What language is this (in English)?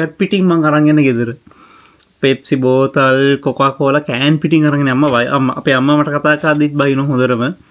Sinhala